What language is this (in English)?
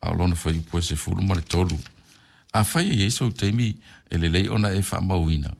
Samoan